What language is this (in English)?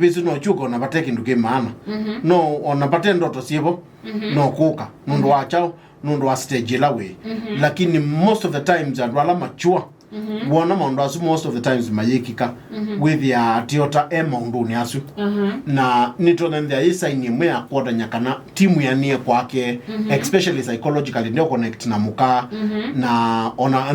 Kamba